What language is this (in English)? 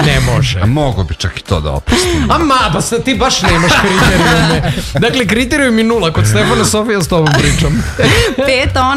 Serbian